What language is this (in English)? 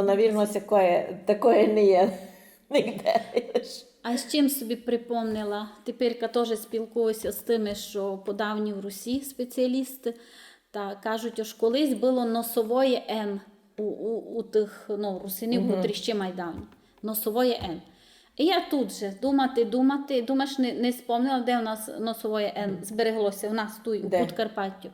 Rusyn